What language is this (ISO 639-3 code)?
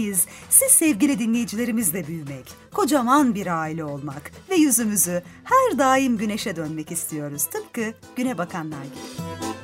tur